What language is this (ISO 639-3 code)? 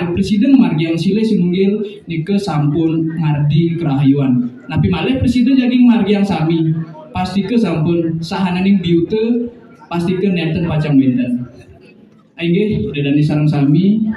ban